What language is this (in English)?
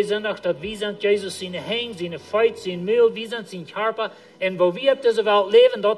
Plautdietsch